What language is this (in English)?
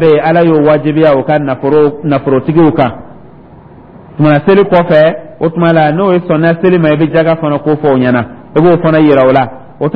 Dyula